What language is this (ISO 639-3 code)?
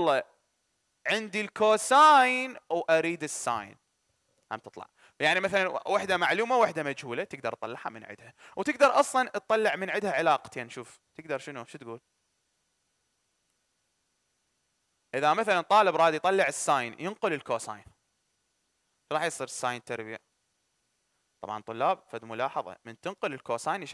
acm